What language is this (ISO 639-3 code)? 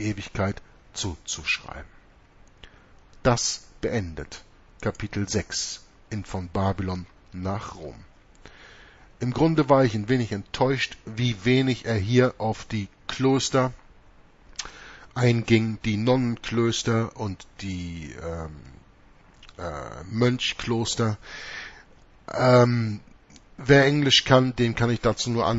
deu